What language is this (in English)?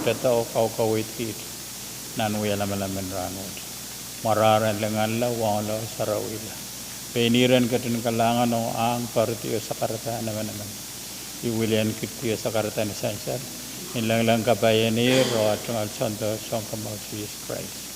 Pohnpeian